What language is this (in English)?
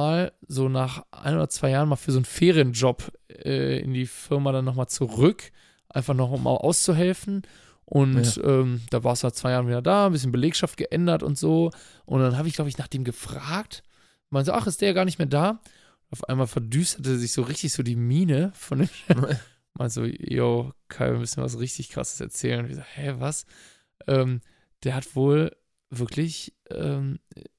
German